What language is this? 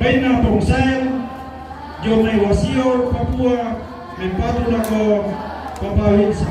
Toraja-Sa'dan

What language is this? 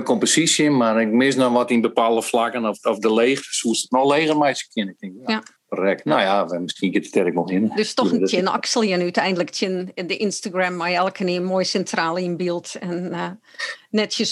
Western Frisian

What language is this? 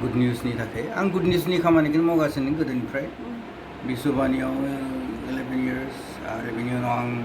Bodo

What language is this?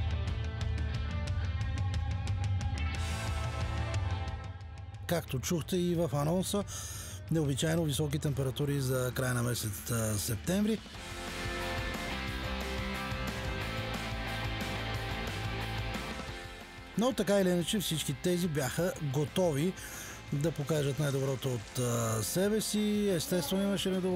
Bulgarian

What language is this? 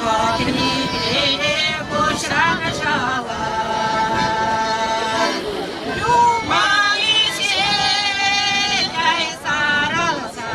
Chuvash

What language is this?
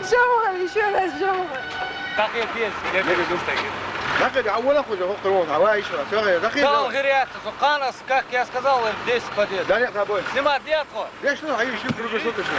Chechen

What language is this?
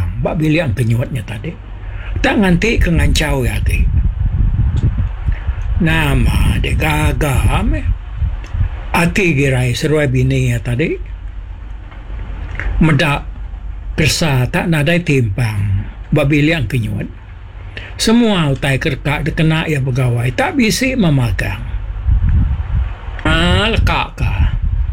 Iban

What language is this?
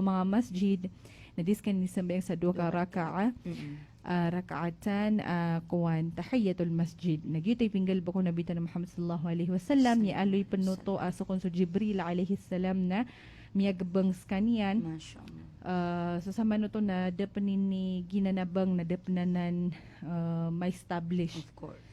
Maranao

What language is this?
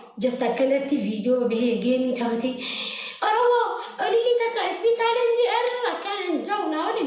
Oromo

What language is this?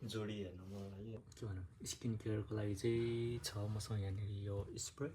Nepali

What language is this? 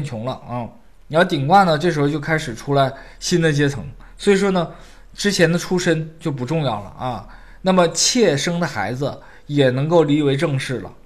Chinese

